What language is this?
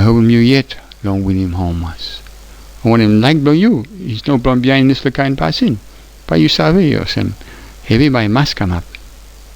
Tok Pisin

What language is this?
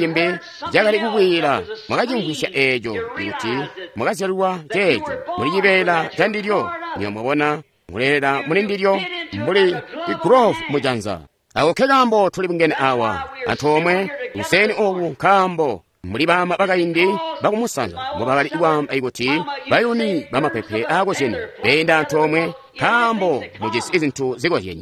Tonga (Zambia)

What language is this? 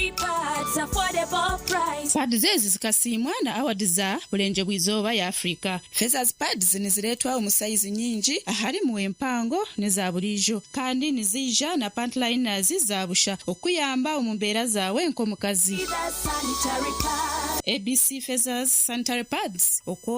Nyankole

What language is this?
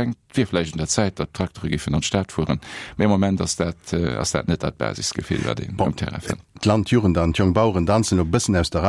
Luxembourgish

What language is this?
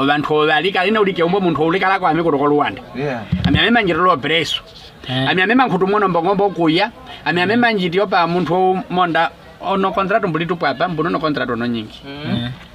Nyaneka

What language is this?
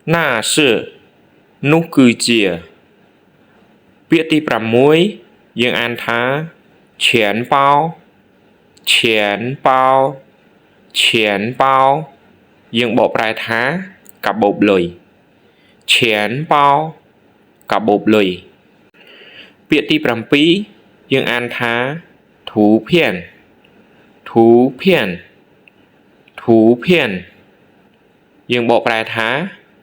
Khmer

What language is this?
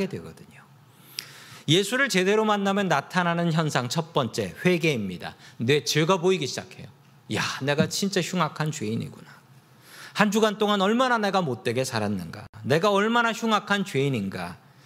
Korean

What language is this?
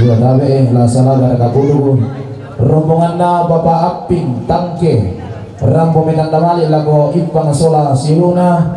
Toraja-Sa'dan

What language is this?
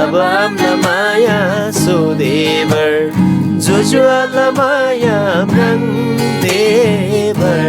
Eastern Tamang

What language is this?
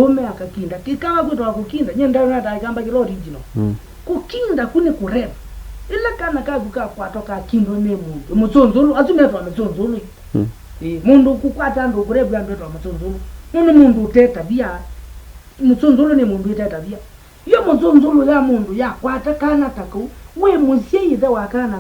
Kamba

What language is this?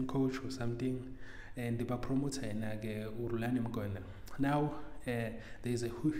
Shona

